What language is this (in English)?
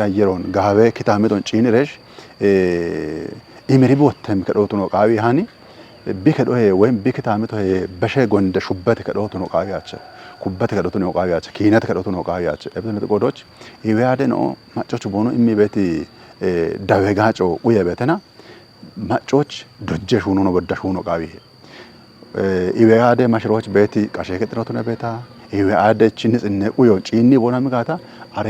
Kafa